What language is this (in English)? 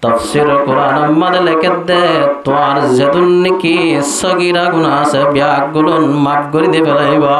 Rohingya